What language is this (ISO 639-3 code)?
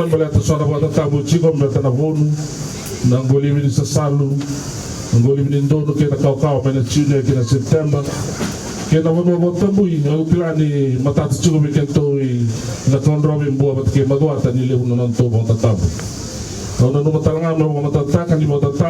fij